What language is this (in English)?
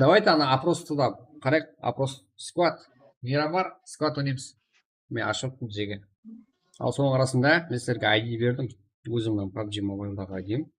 Kara-Kalpak